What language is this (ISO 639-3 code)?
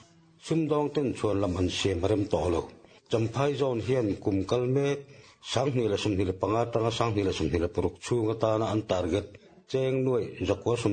lus